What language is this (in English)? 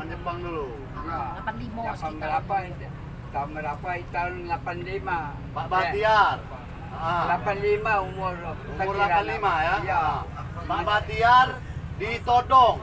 Musi